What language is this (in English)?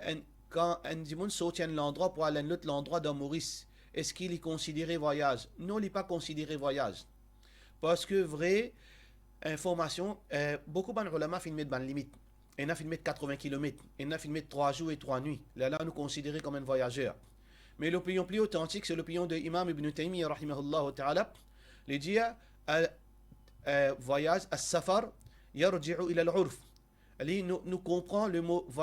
Morisyen